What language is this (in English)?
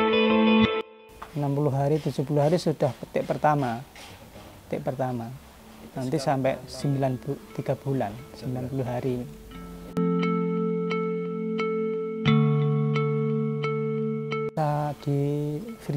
Indonesian